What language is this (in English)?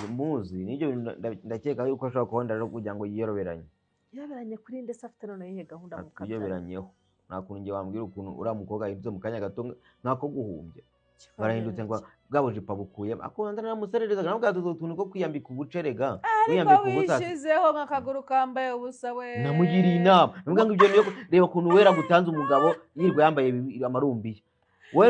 Kinyarwanda